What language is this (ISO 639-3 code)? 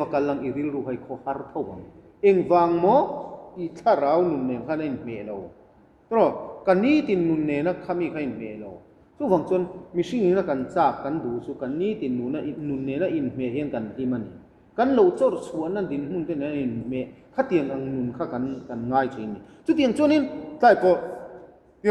lus